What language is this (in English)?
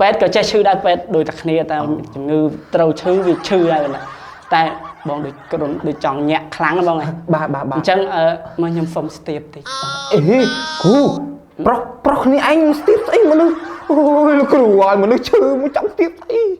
Khmer